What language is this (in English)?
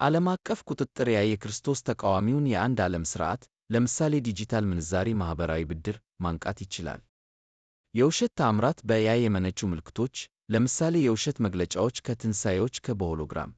Amharic